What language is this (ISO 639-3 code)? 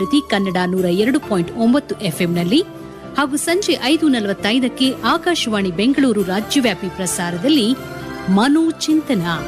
kan